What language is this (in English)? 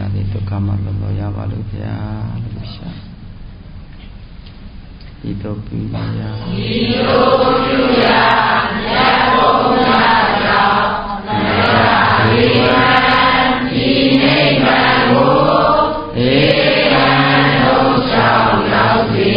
Burmese